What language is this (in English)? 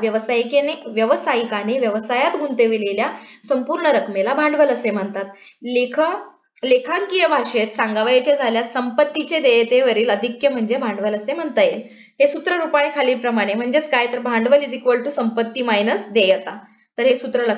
Marathi